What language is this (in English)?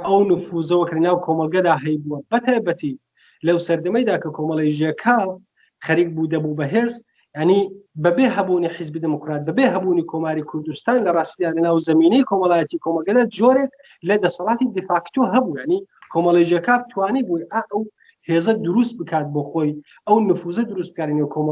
Central Kurdish